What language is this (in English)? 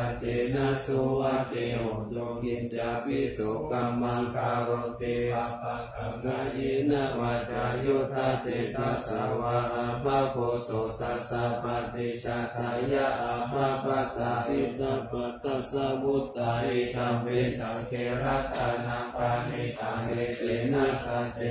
Pali